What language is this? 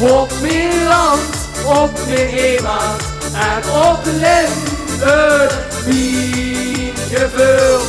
Limburgish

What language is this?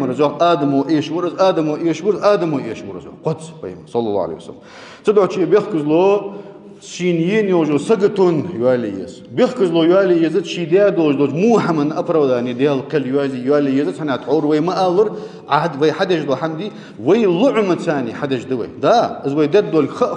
Ingush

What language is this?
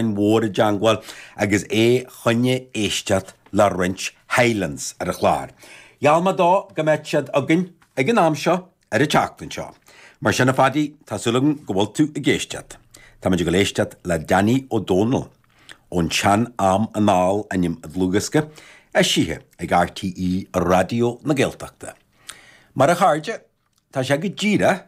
Irish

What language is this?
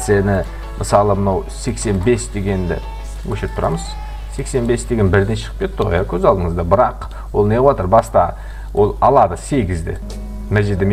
Kara-Kalpak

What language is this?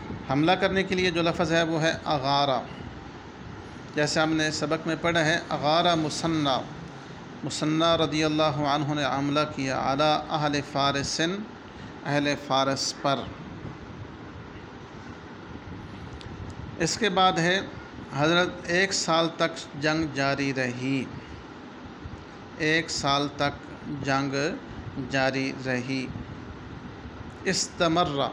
Urdu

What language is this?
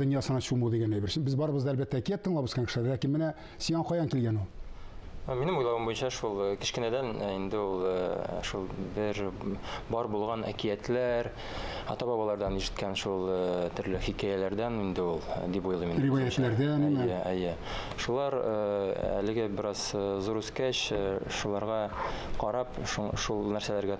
Tatar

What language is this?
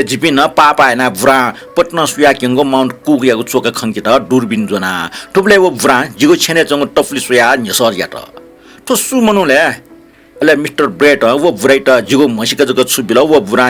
Newari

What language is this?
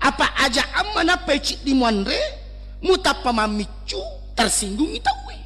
Buginese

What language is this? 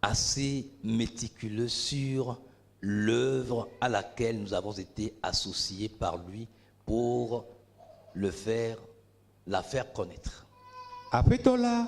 Ewe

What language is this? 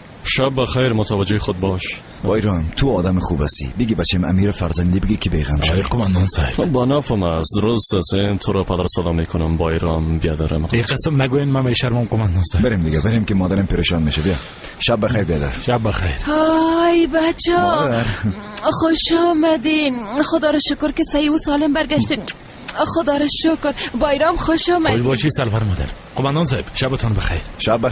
Persian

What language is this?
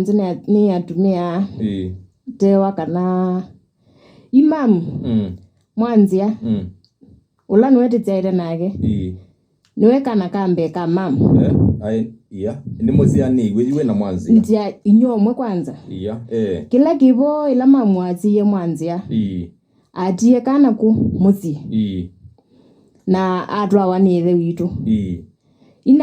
Kamba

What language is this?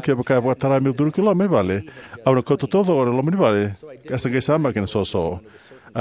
Fijian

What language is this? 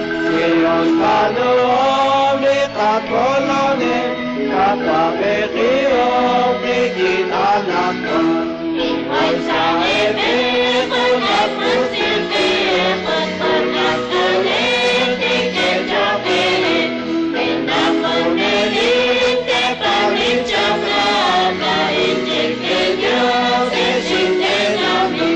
Kekchí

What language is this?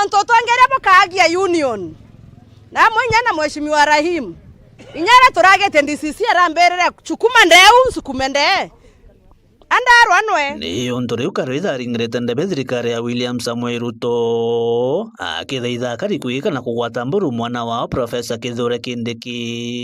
Meru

